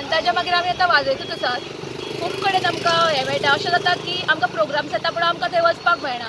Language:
Konkani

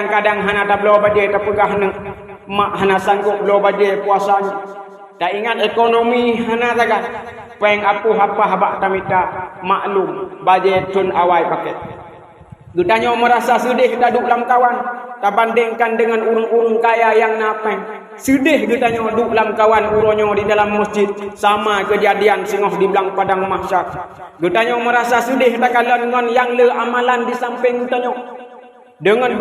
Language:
Achinese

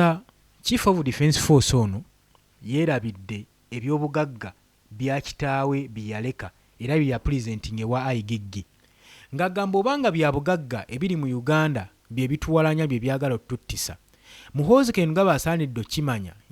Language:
Ganda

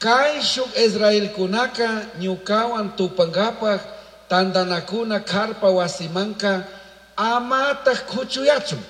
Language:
Chimborazo Highland Quichua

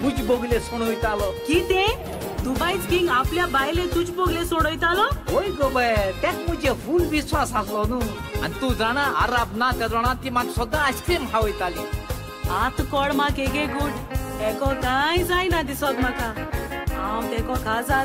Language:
Konkani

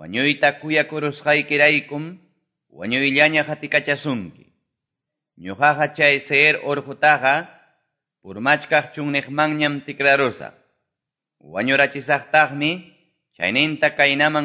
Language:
Ayacucho Quechua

